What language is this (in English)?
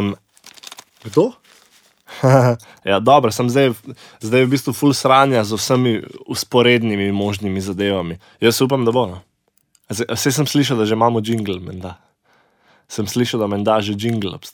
Slovenian